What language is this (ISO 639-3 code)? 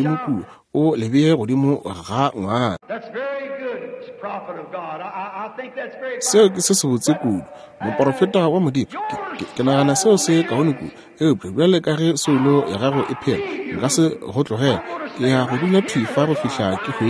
nso